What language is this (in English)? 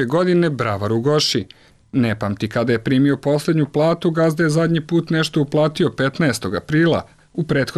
Serbian